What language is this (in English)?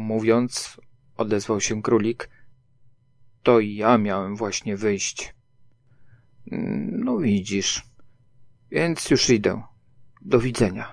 Polish